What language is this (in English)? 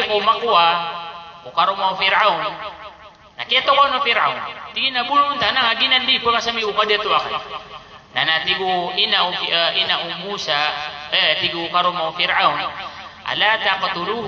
Maranao